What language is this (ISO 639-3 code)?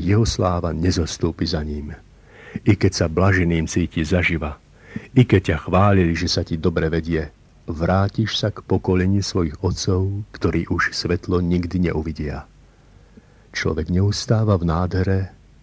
slk